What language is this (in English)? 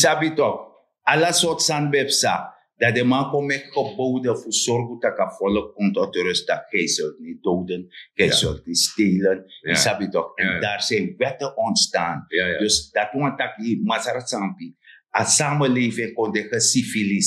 Sranan Tongo